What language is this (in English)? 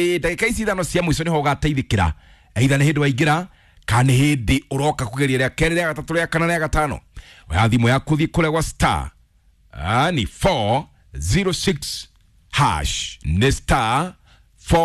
Kikuyu